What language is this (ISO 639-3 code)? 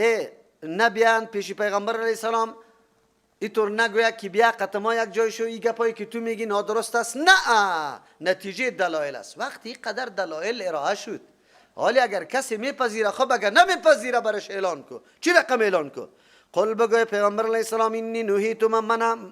fas